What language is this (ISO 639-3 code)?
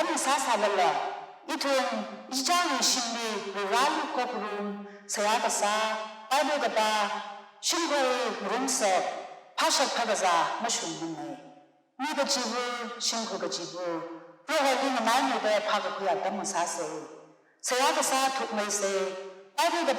nmf